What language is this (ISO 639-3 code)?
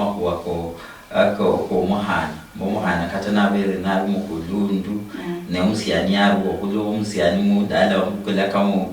luy